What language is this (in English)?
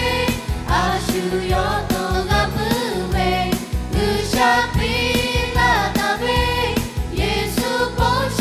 Lahu